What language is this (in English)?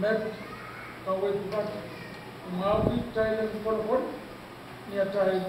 Pohnpeian